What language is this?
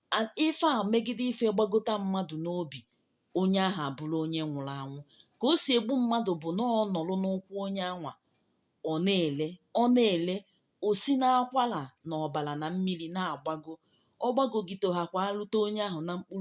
Igbo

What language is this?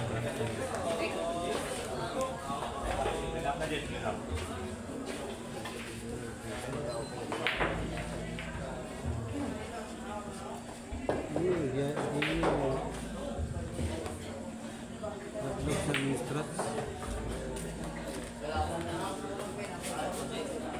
Filipino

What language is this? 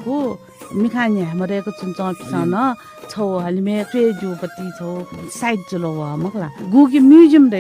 Newari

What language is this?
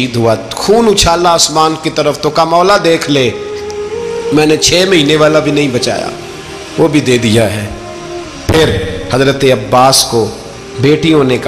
Urdu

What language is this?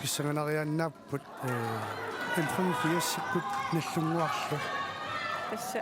Kalaallisut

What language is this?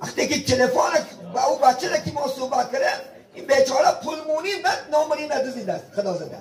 Tajik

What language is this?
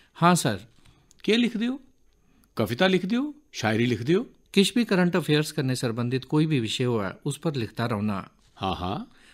Dogri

